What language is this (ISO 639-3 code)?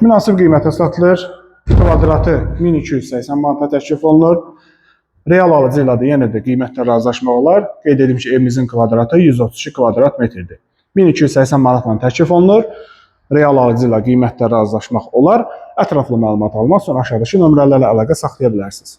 aze